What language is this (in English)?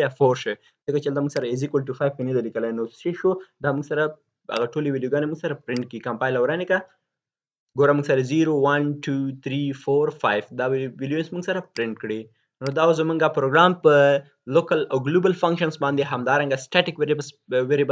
Pashto